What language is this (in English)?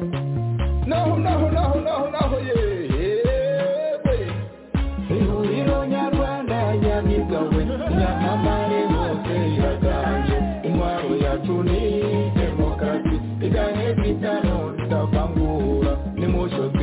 Kinyarwanda